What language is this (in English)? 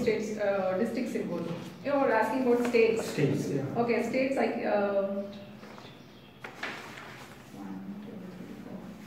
Kannada